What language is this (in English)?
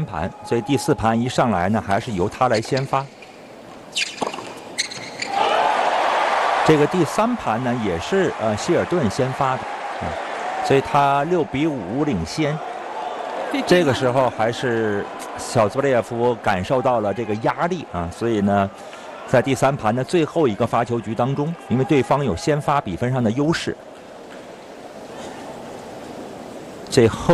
Chinese